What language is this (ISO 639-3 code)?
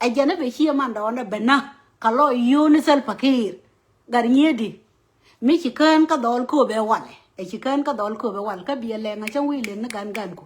nus